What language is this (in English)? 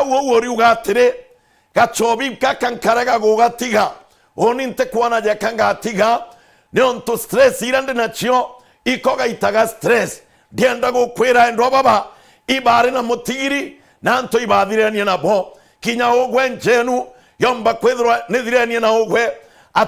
Meru